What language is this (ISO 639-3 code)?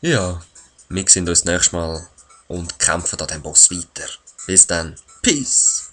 gsw